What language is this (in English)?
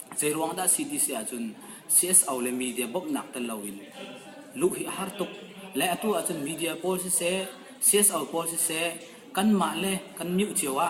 Hakha Chin